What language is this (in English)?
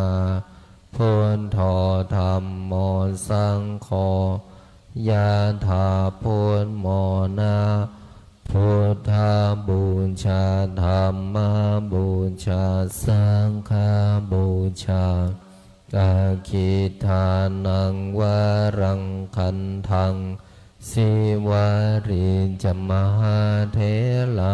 Pali